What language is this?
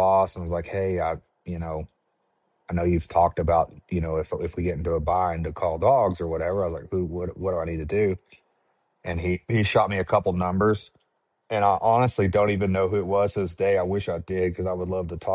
English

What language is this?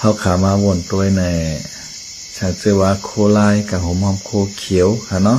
Shan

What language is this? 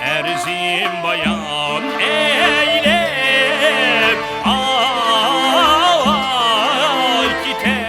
Uyghur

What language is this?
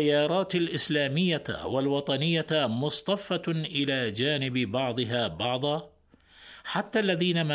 Arabic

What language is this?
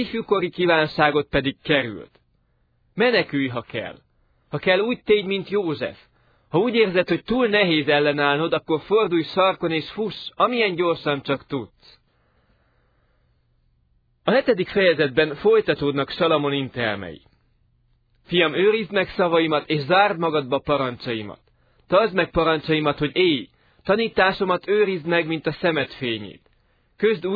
Hungarian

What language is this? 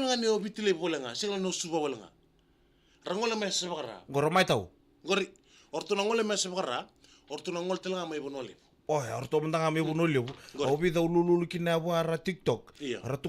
Fijian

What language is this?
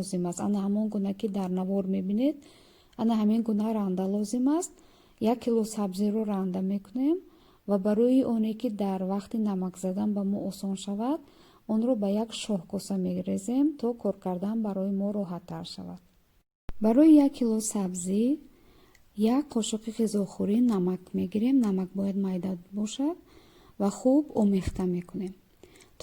Tajik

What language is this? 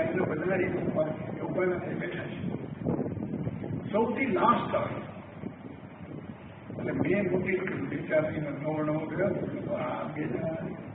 Gujarati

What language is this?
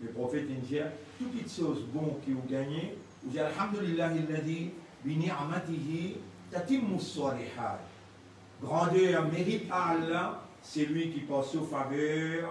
Morisyen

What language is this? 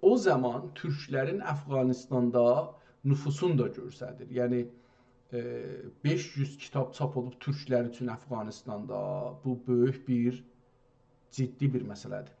South Azerbaijani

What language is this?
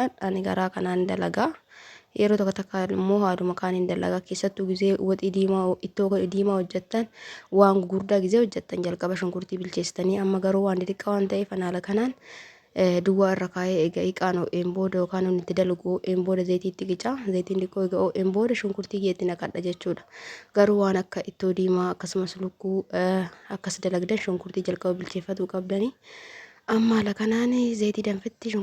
Oromo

